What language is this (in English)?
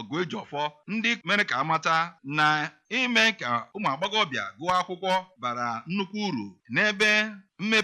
Igbo